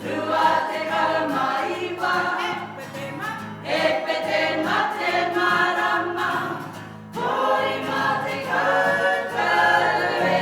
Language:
Māori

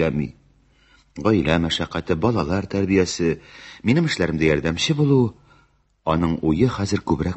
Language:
Tatar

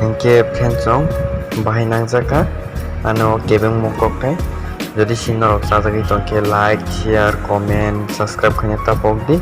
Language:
Kok Borok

